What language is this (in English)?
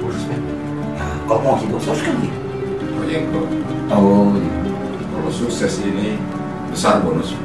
Makassar Malay